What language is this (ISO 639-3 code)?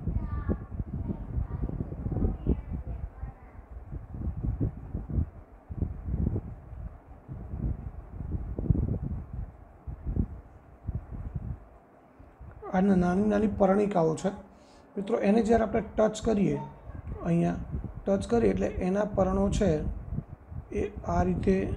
guj